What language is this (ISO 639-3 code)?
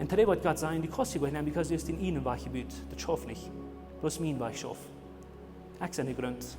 pdt